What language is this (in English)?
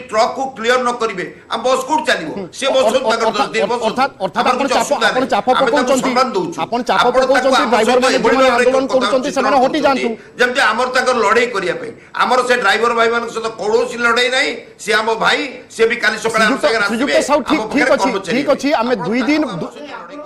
Odia